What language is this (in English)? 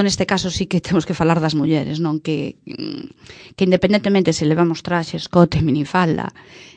Galician